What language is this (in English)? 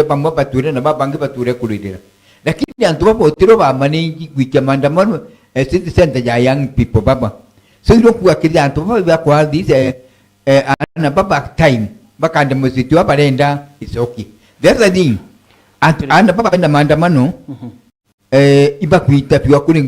Meru